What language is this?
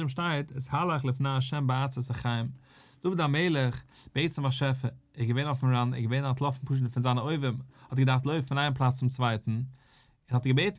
Yiddish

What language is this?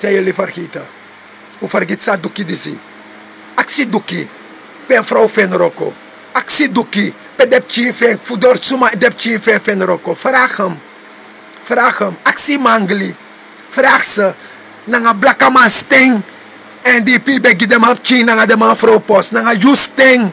Sranan Tongo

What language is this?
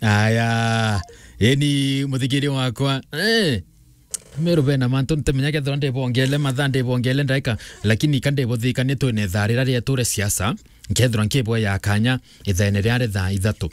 Meru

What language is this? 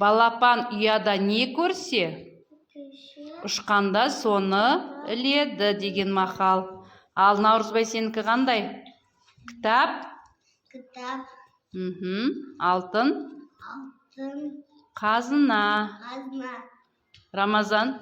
Kazakh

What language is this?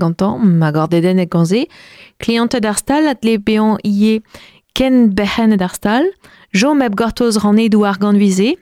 Breton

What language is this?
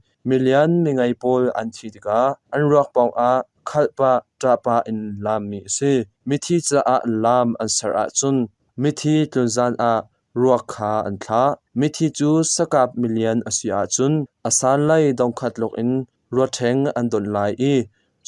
Hakha Chin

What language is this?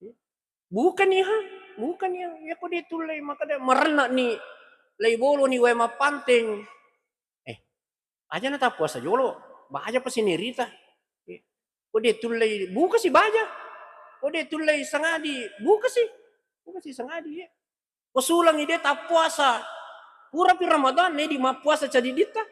Buginese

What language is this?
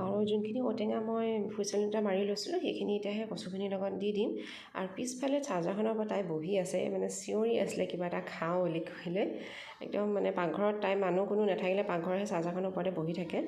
Assamese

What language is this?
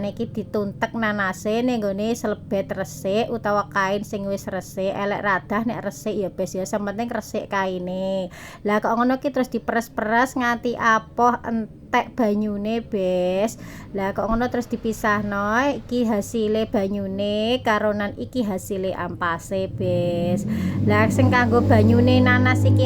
Javanese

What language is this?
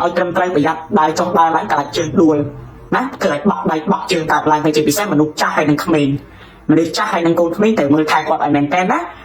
Khmer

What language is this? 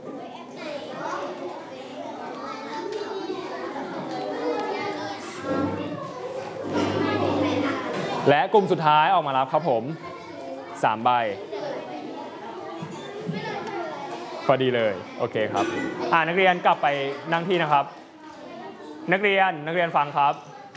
Thai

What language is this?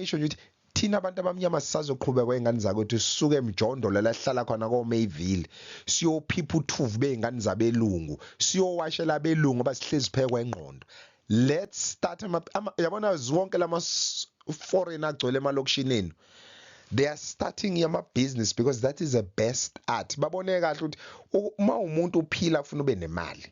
Zulu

